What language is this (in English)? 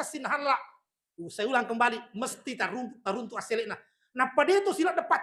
Buginese